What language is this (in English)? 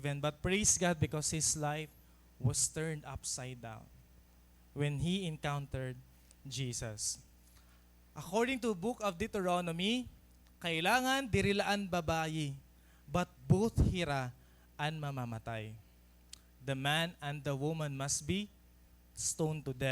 Waray